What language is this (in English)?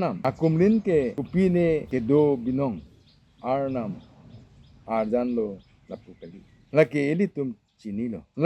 Karbi